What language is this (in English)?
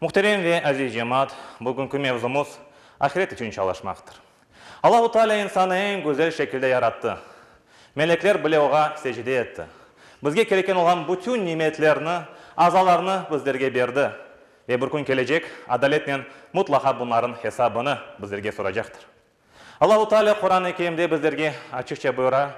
Crimean Tatar